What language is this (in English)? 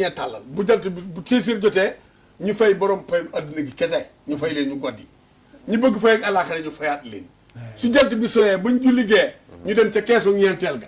Wolof